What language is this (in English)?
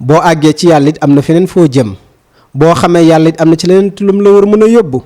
Wolof